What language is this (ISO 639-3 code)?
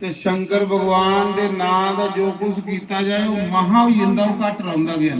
doi